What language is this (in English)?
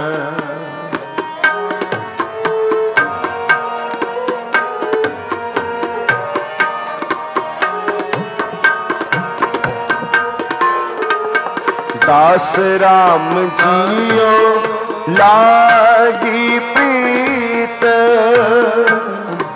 Punjabi